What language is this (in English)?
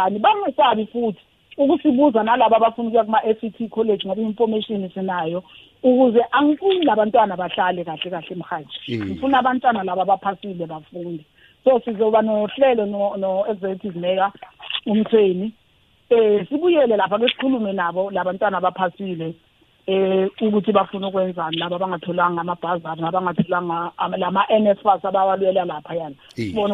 South Ndebele